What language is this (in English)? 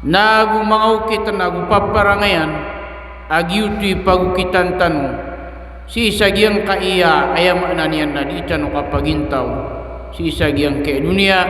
Maranao